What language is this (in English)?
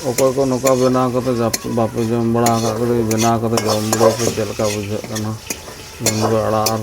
Santali